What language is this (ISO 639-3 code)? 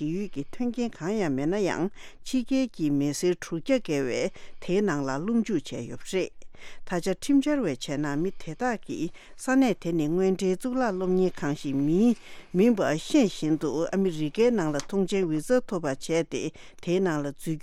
bod